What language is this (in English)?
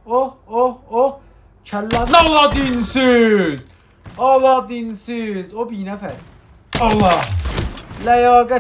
South Azerbaijani